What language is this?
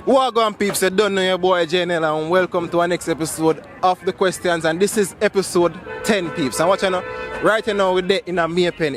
Jamaican Creole English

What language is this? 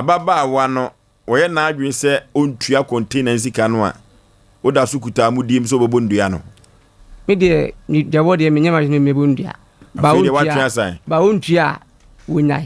Akan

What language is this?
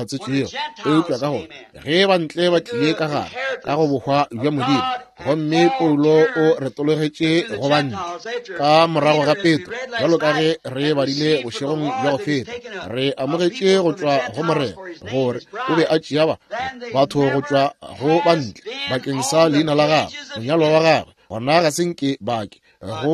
Northern Sotho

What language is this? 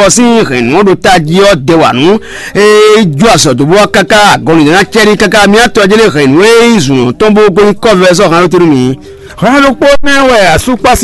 Fon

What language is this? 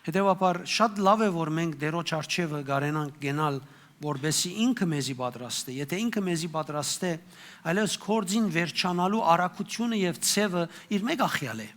Western Armenian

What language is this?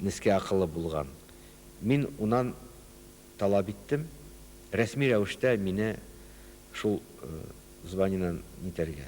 Bashkir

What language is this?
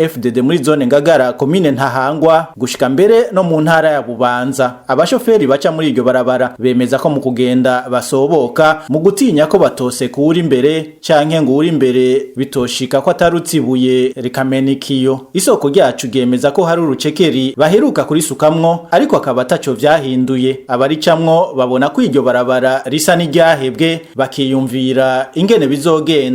Rundi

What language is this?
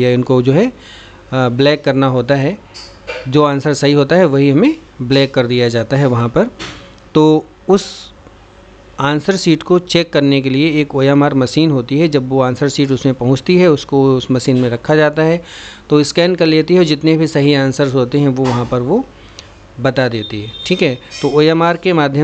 Hindi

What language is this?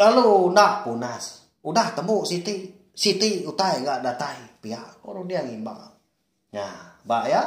Iban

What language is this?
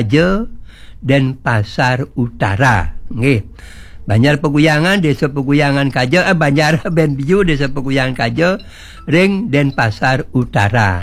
Balinese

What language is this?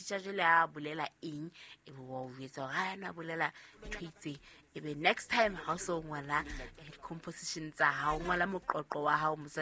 Southern Sotho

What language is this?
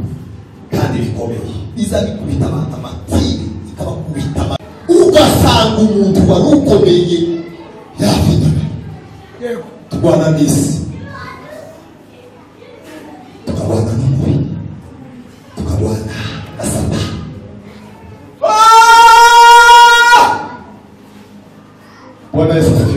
Kinyarwanda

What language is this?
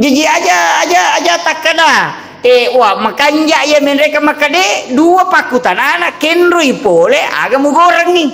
Buginese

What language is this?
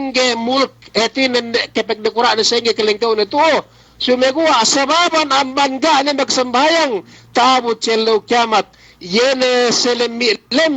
Yakan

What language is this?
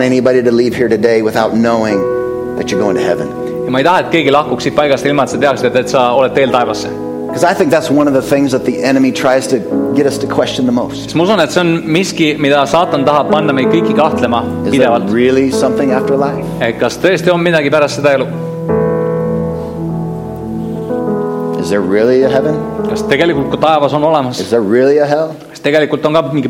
Estonian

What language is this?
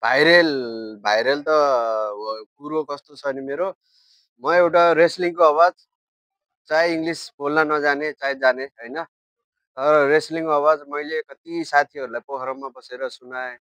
Nepali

